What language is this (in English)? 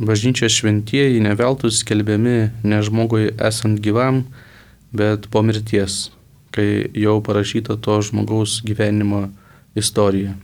Lithuanian